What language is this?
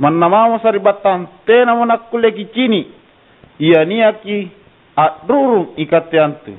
Makasar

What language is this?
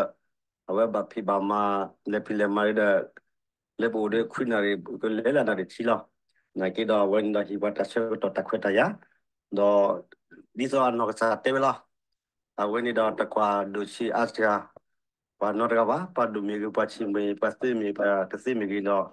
S'gaw Karen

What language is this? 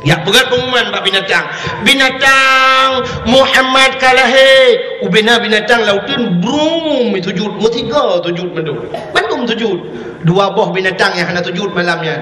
Achinese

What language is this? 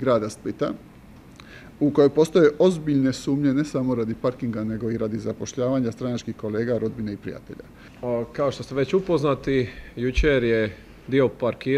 Croatian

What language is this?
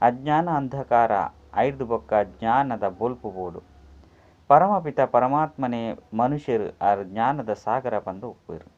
Tulu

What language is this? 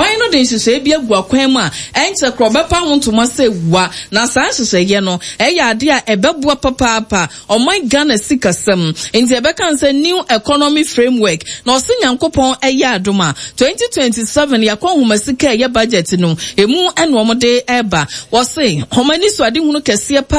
Akan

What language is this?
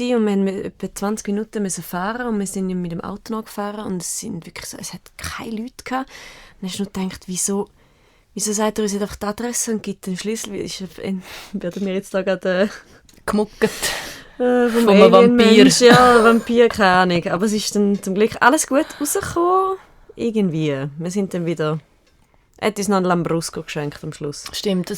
Swiss German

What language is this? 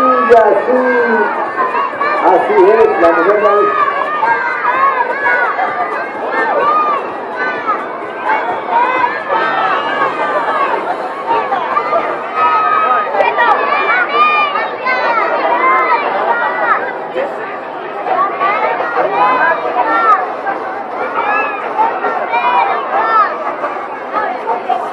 Spanish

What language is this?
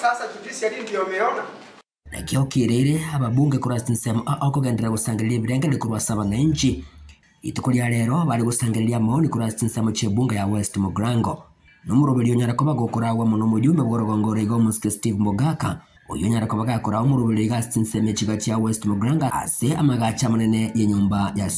Gusii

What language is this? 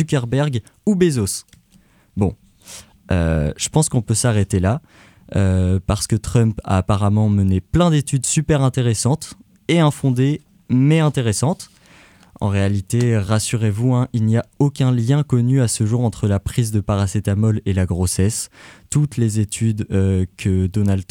French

